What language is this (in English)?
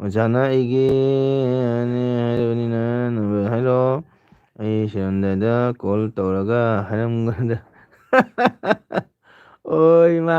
Manipuri